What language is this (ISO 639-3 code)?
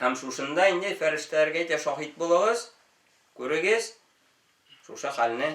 tat